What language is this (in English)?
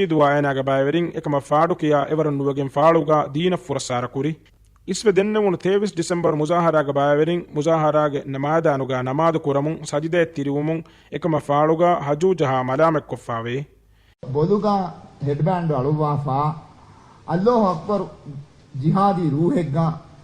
Divehi